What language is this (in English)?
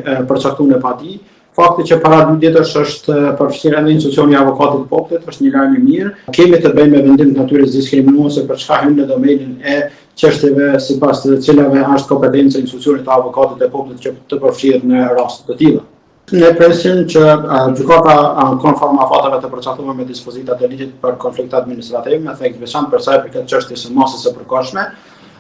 Albanian